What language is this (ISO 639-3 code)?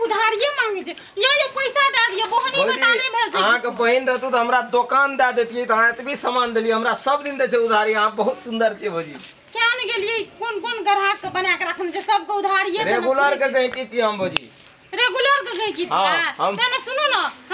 mai